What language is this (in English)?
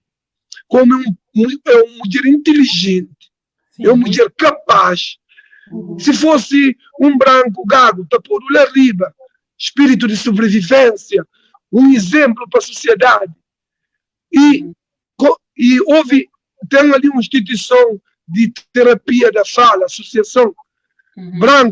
Kabuverdianu